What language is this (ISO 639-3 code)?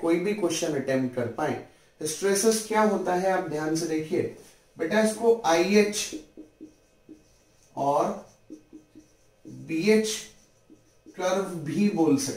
hin